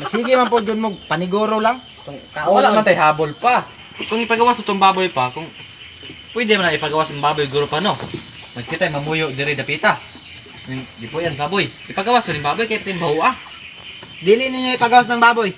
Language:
Cebuano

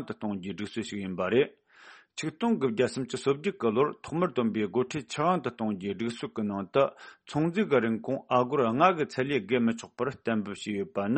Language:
Tibetan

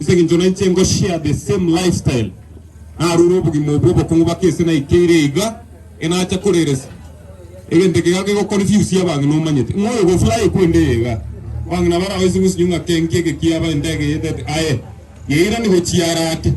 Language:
Gusii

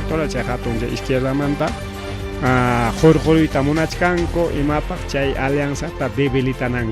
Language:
Ayacucho Quechua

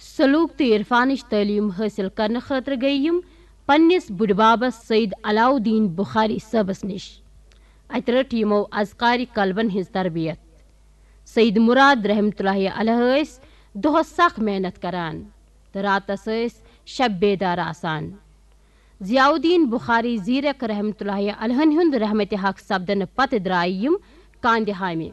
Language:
Kashmiri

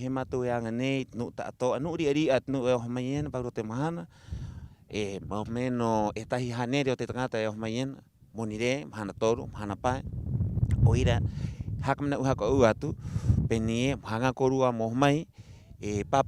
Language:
Rapanui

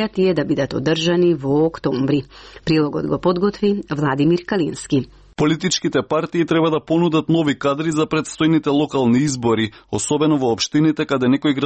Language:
Macedonian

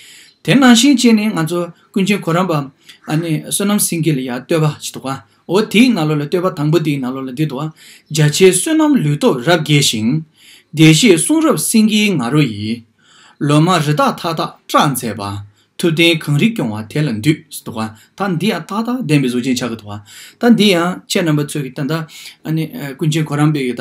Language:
Tibetan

